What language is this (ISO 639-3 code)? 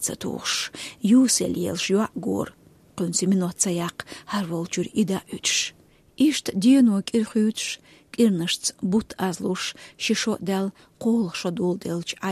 che